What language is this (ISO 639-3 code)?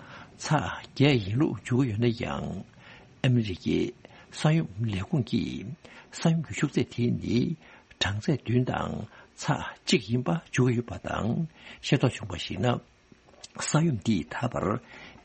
bod